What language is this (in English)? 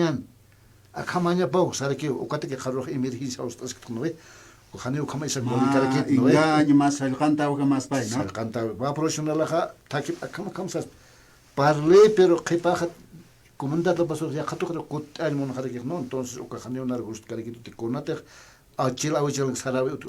Aymara